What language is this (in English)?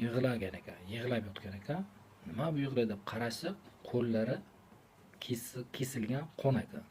Uzbek